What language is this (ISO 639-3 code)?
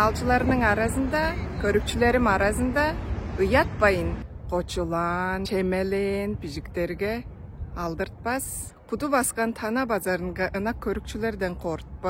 tyv